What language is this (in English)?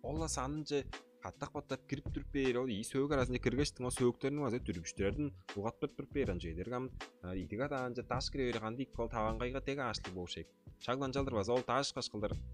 Tuvinian